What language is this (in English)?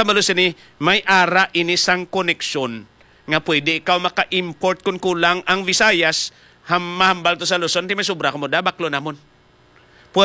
Hiligaynon